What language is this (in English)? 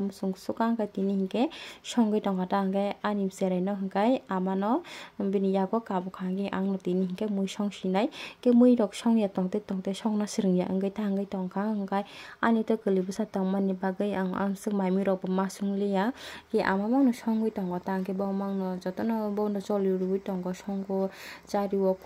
Kok Borok